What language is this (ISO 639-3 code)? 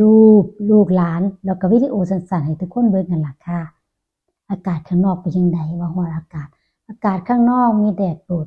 tts